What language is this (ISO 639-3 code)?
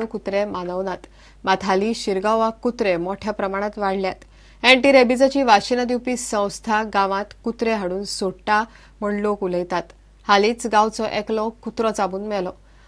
kok